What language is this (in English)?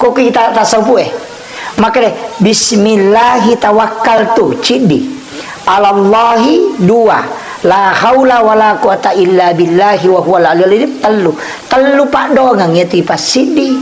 Buginese